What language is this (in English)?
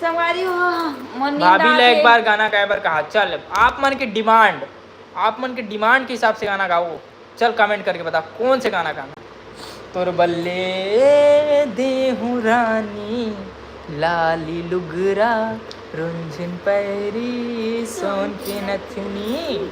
Chhattisgarhi